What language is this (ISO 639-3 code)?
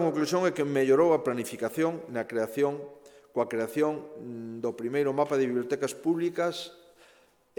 glg